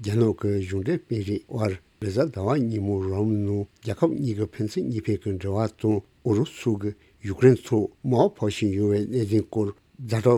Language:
Tibetan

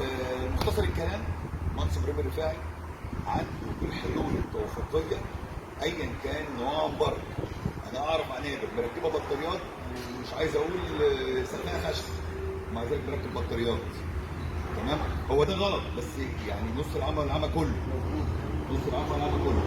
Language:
Egyptian Arabic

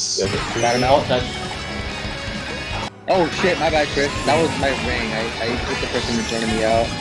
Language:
English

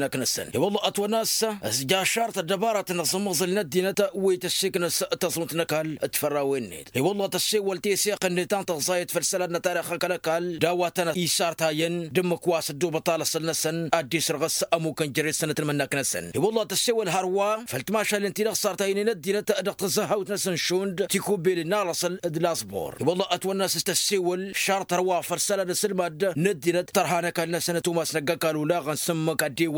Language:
Tamasheq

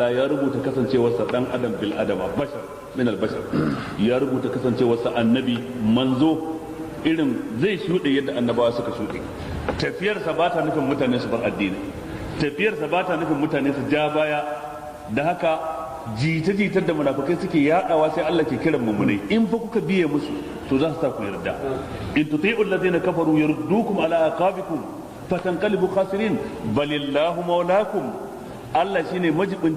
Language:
Hausa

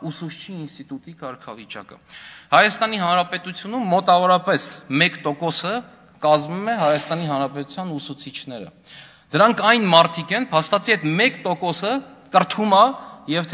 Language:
Armenian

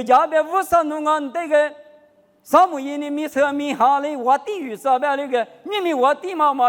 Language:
Lisu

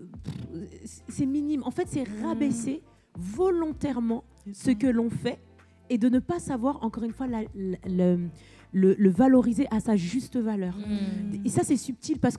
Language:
French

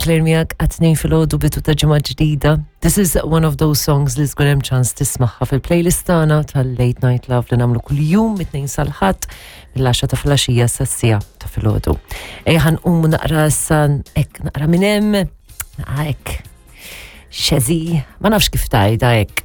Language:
Maltese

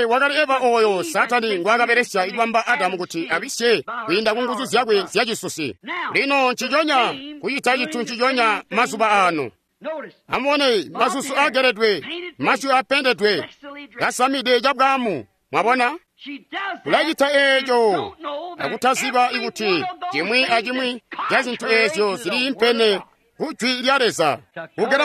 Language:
Tonga (Zambia)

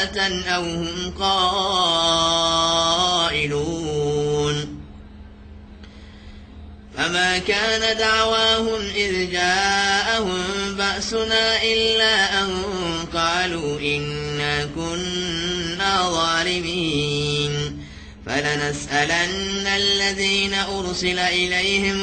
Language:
Arabic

